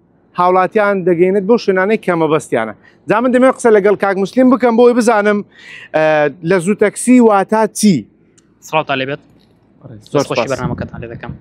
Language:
Central Kurdish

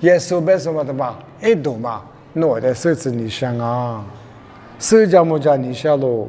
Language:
Lisu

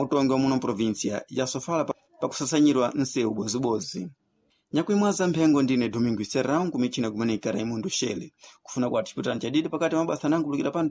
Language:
Sena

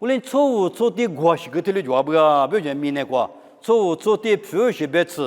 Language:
Lisu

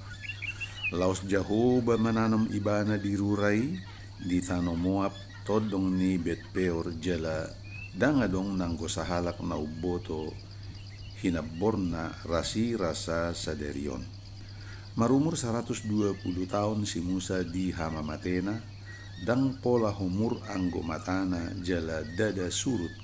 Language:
Batak Toba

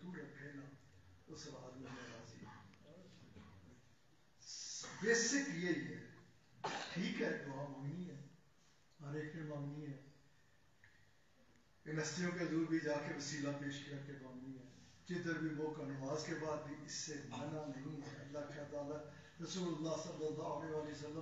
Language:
Urdu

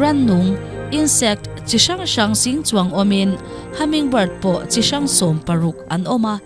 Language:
Mizo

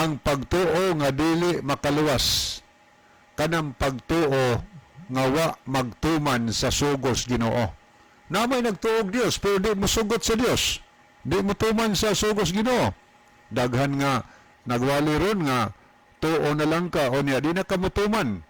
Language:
Cebuano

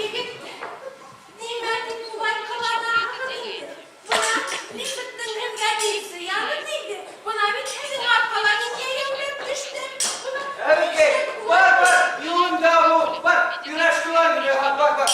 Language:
Bashkir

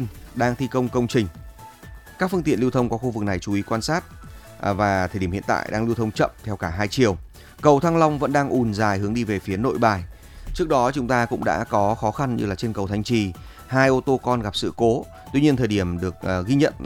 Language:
Vietnamese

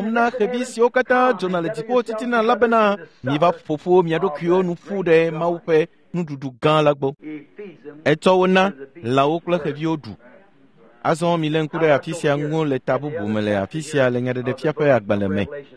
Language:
Ewe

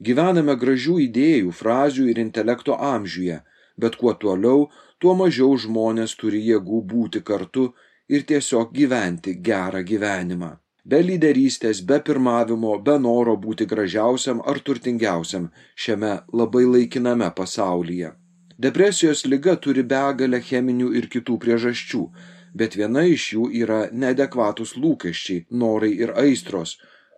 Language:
Lithuanian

